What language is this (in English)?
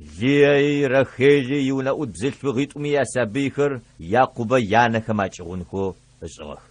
Adyghe